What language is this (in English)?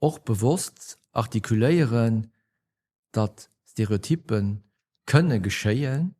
Luxembourgish